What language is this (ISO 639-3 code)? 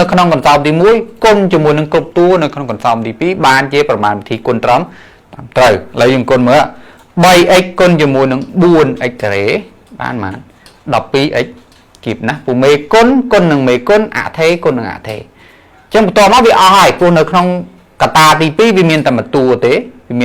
khm